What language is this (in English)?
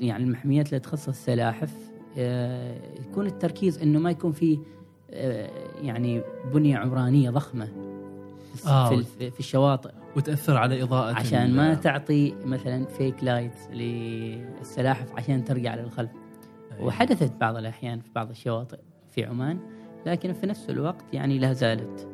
Gulf Arabic